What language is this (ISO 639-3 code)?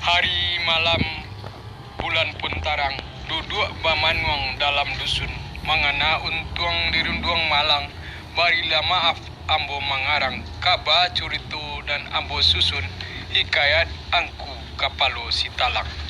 min